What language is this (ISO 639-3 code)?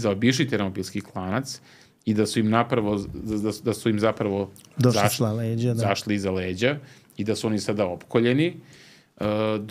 srp